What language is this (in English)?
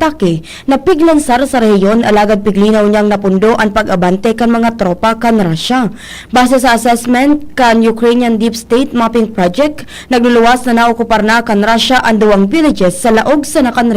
Bikol